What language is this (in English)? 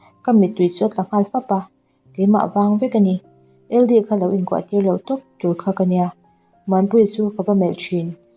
Mizo